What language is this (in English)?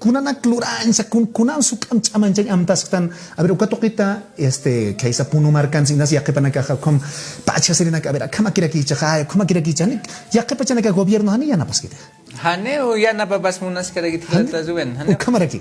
Aymara